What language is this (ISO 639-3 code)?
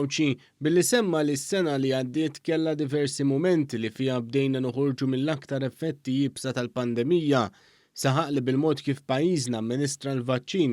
mlt